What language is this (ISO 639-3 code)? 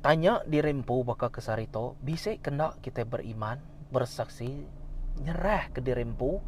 iba